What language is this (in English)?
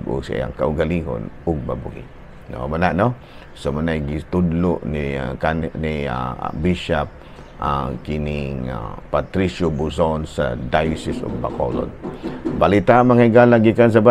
Cebuano